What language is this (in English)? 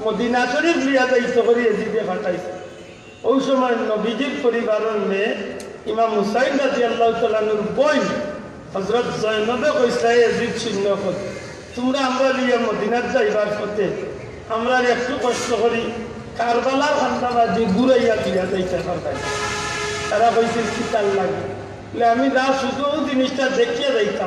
Sylheti